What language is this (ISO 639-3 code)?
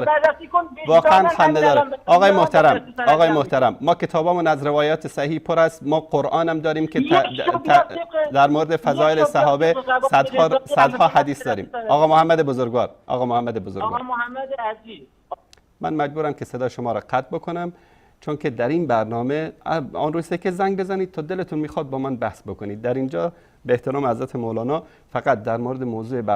fas